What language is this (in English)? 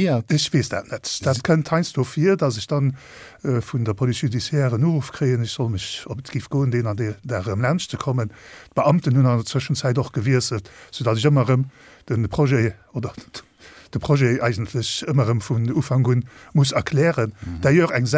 Luxembourgish